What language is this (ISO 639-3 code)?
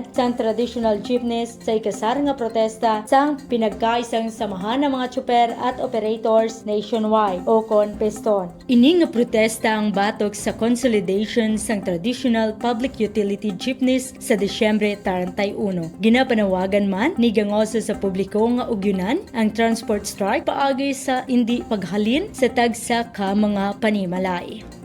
hil